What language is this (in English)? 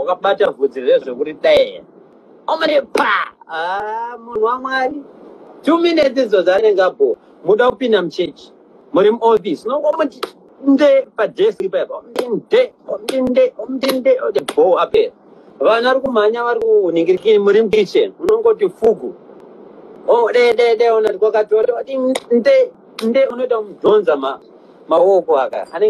Shona